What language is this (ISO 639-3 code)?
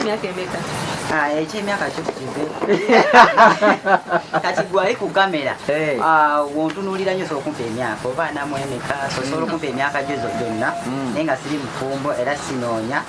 lug